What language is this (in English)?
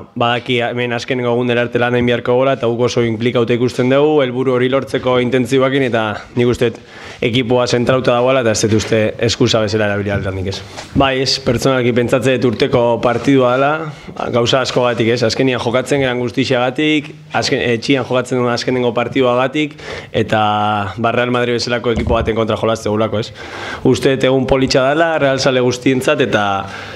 Basque